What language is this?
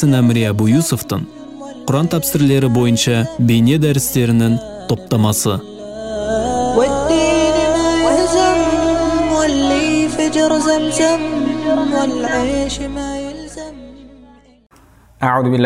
Kazakh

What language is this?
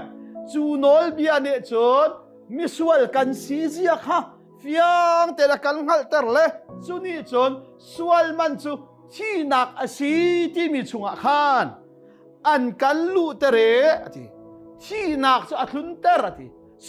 Hakha Chin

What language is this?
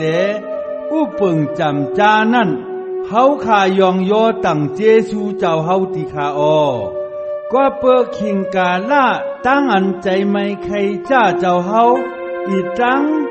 Shan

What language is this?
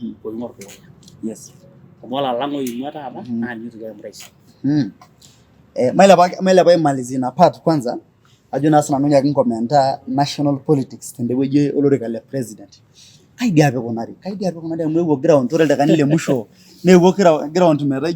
Masai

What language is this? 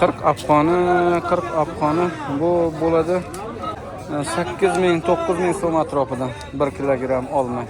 Uzbek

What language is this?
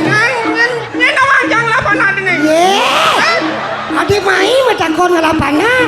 Balinese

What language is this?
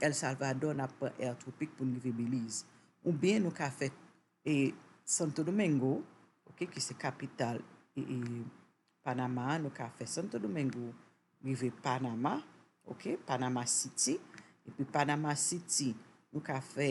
Haitian Creole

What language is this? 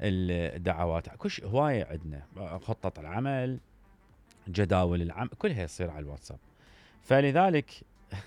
Mesopotamian Arabic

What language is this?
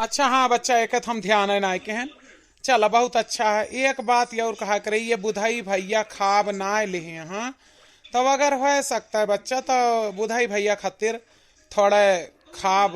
Awadhi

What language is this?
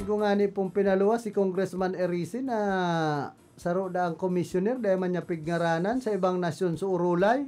Bikol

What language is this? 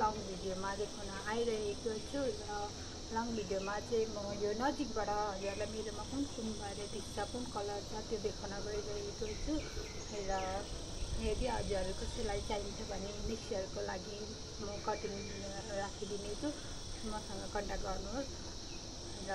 Nepali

